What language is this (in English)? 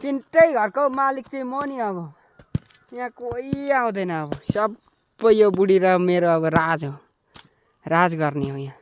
Nepali